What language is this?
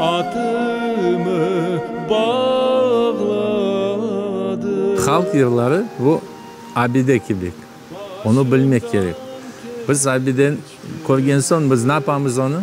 Crimean Tatar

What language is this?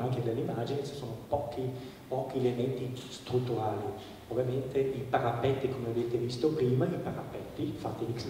Italian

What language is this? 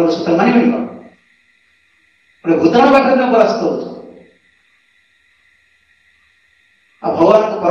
Odia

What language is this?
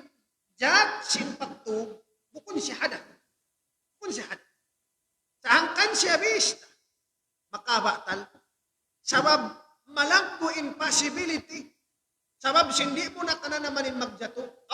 Tausug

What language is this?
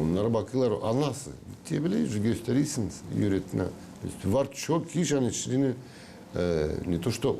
Gagauz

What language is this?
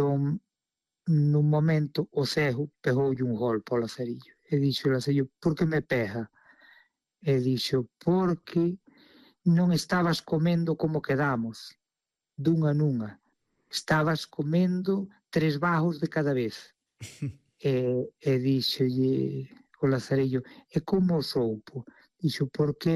Galician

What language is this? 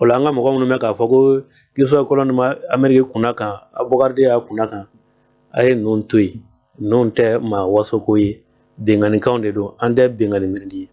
Bambara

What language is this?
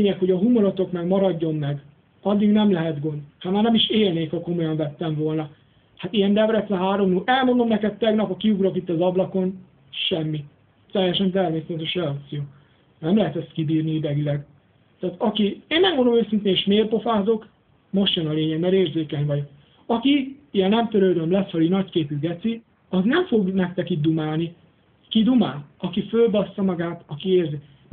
Hungarian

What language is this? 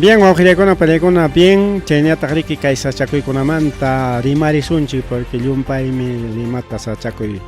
Ayacucho Quechua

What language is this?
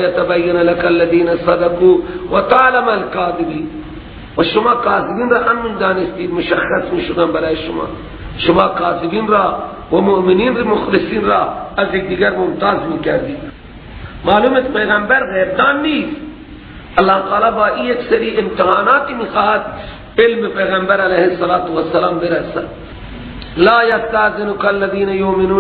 Persian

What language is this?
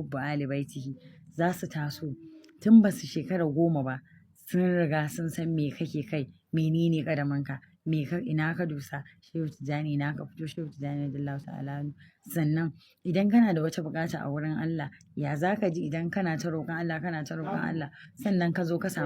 Hausa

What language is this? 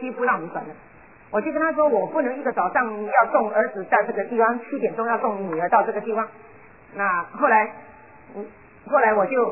Chinese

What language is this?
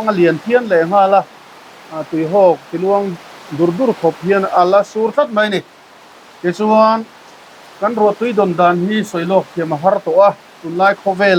Mizo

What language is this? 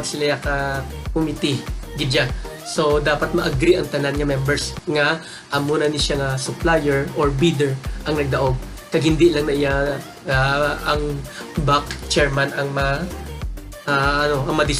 Hiligaynon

